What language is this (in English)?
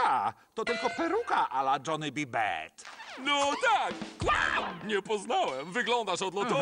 Polish